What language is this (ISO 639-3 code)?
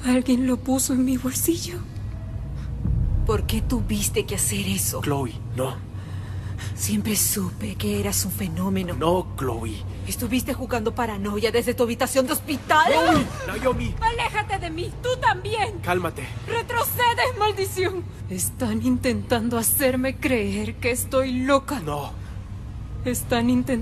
spa